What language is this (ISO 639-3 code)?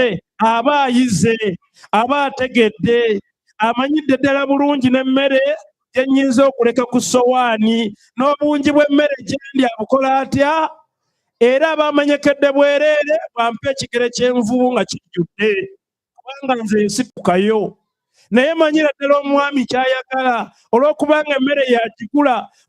lug